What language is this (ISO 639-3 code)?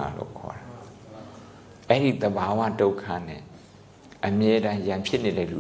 mya